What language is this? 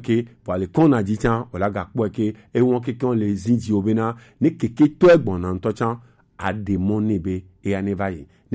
Gen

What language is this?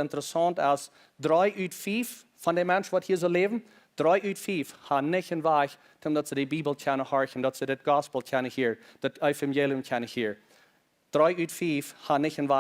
Plautdietsch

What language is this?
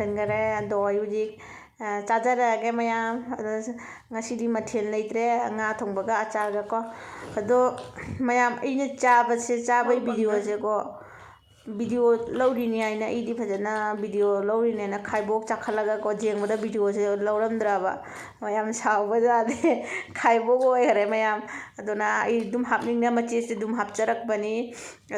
Manipuri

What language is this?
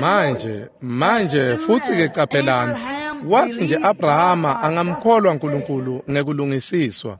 Swati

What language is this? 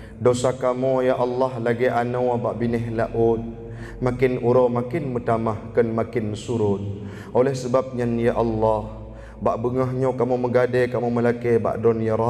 Achinese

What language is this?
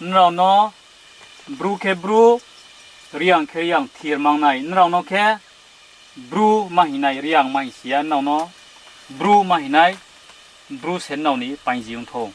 Riang (India)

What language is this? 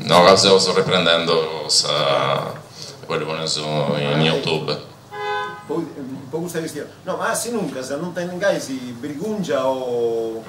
Sardinian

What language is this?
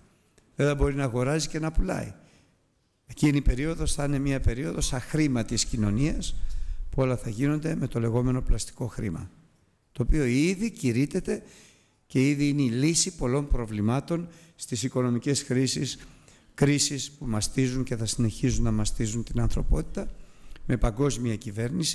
Greek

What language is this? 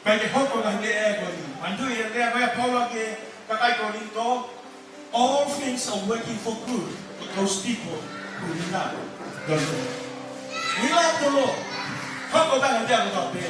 Tongan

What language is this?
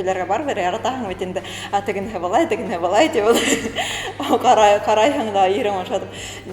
Bashkir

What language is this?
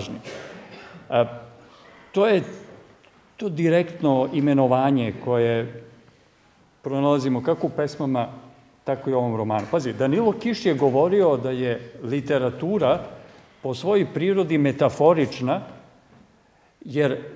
Serbian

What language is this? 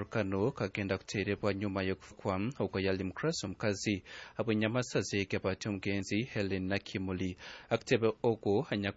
Nyankole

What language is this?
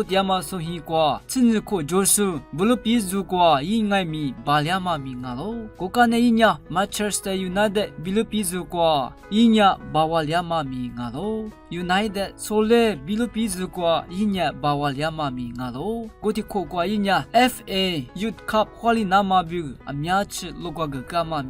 Lisu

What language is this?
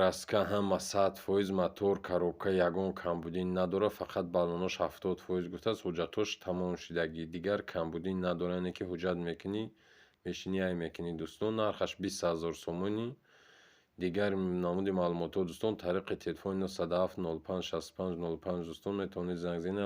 Tajik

